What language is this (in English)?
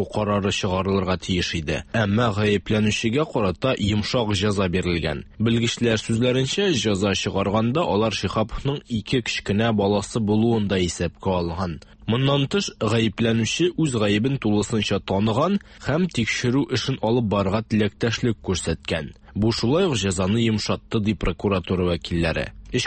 Tatar